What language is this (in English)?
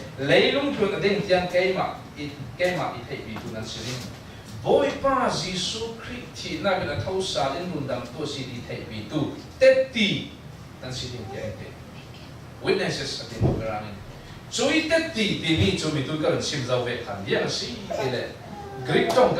Falam Chin